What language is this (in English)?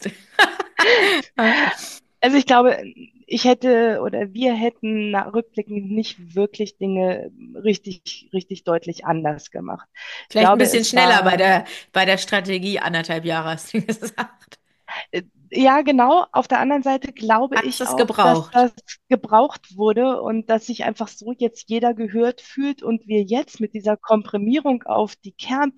German